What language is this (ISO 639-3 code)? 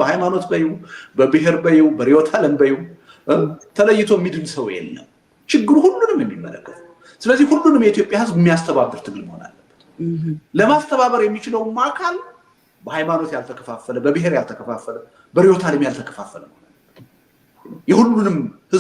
amh